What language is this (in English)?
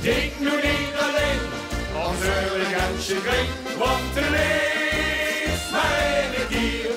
Limburgish